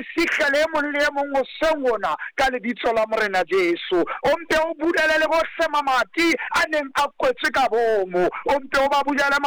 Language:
Southern Sotho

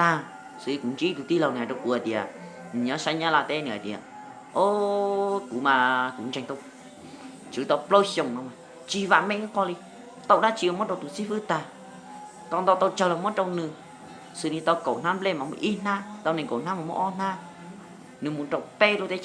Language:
Hmong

